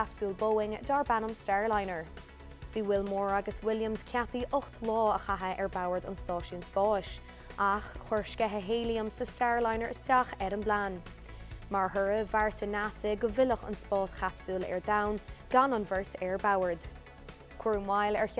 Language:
Irish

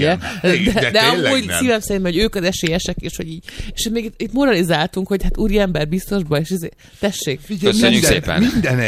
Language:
Hungarian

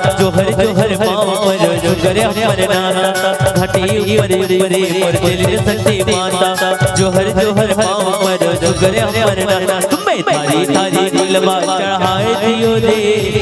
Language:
Chhattisgarhi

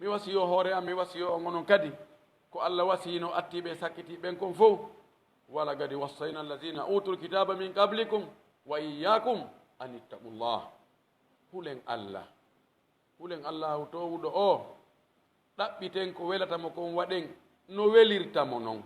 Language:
Pular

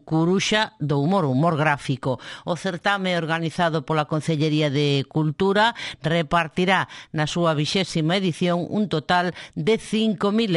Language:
Galician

